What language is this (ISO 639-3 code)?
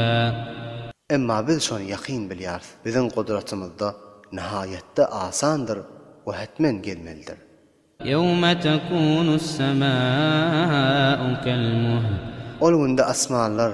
tuk